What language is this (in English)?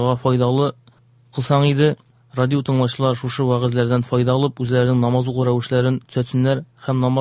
Tatar